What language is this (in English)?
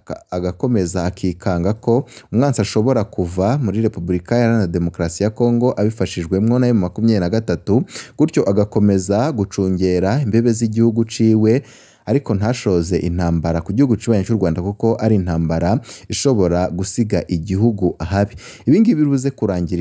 Rundi